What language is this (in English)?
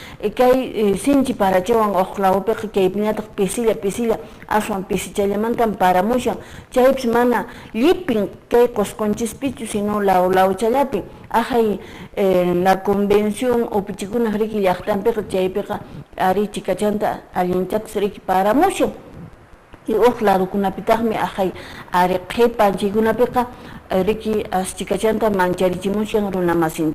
Quechua